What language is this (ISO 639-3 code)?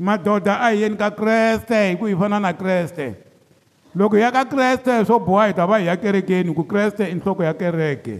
tso